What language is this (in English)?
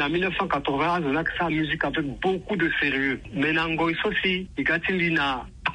Sango